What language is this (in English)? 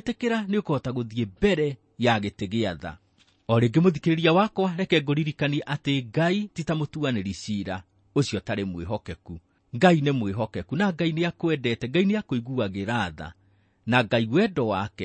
Kikuyu